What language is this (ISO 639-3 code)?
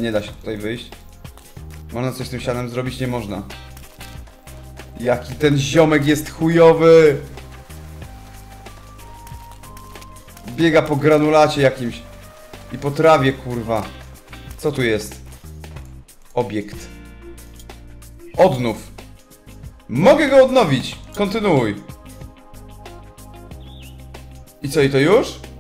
pol